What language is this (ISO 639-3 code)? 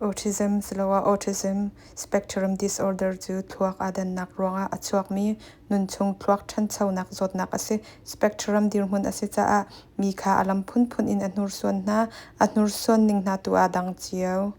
cnh